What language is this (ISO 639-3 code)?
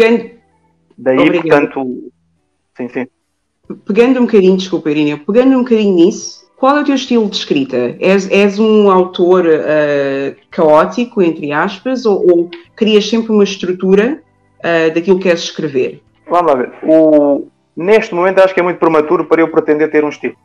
por